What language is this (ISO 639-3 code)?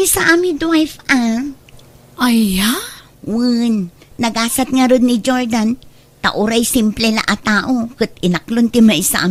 ilo